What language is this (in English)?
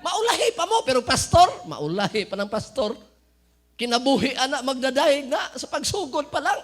Cebuano